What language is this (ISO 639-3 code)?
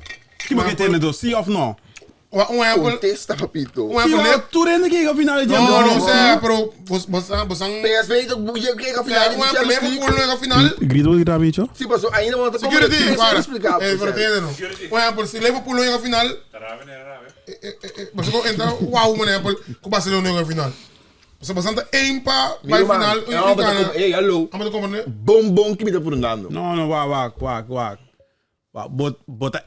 pap